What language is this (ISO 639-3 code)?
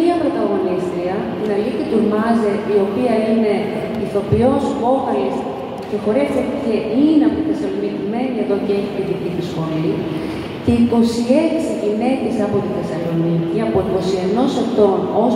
ell